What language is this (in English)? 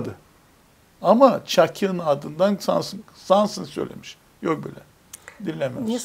Gagauz